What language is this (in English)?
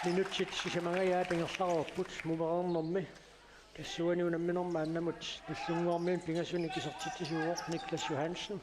Kalaallisut